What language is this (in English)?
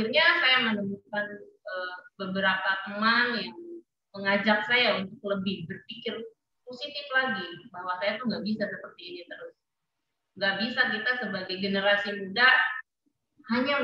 Indonesian